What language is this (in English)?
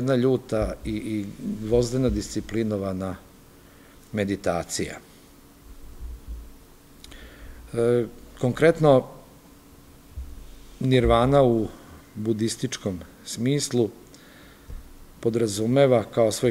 Serbian